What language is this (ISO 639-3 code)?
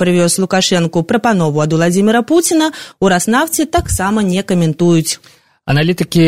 bel